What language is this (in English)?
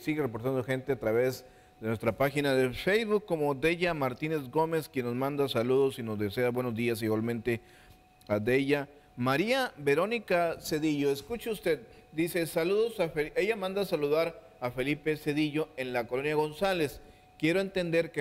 Spanish